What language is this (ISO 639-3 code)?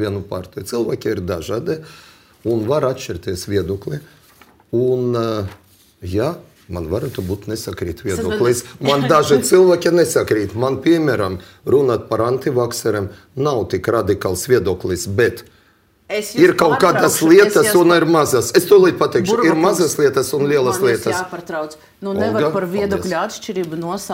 lav